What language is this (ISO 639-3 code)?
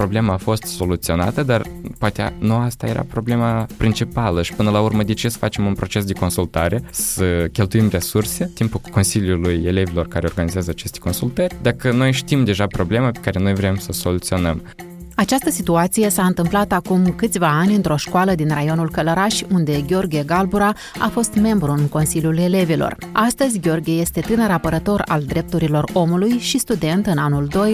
ron